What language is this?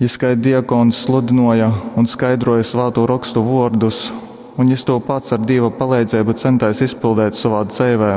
Latgalian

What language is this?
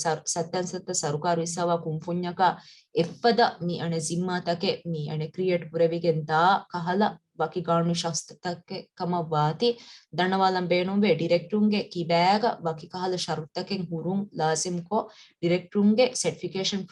Divehi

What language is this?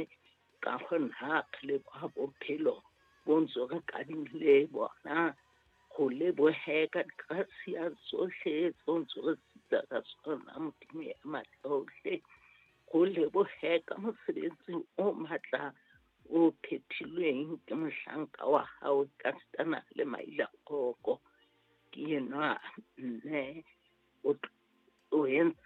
Southern Sotho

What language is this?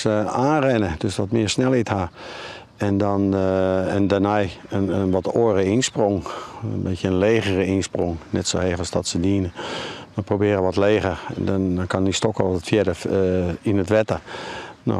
Western Frisian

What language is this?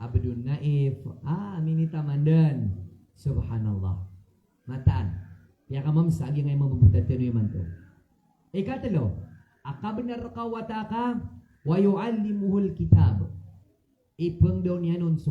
Maranao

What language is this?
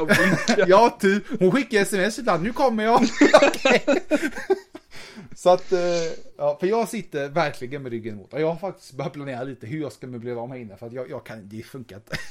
Swedish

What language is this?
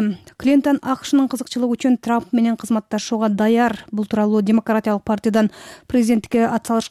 Kyrgyz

